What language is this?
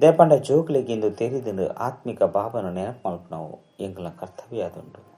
Tulu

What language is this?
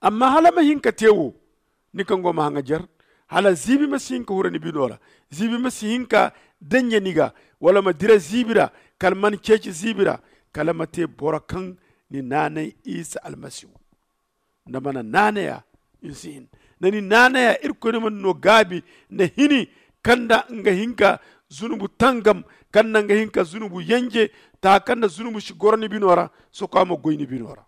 Zarma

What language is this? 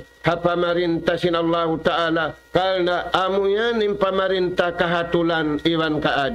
Tausug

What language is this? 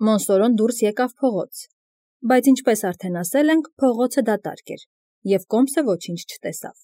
Armenian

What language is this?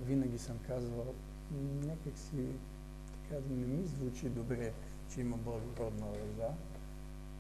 Bulgarian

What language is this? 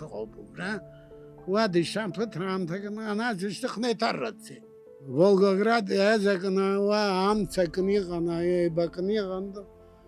Abkhazian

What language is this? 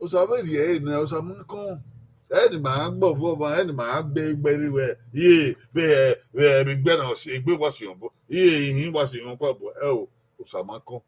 Bini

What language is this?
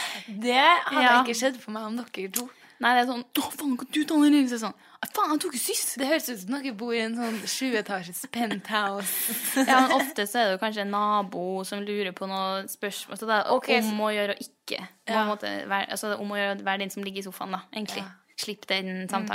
Norwegian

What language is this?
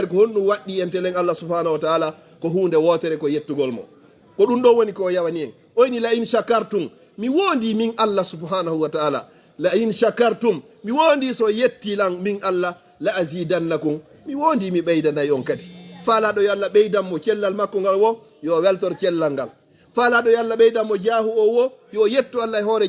Fula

